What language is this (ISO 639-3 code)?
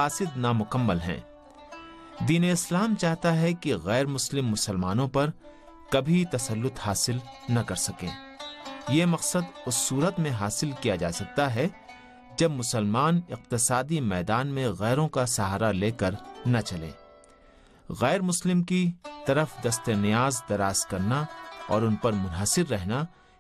urd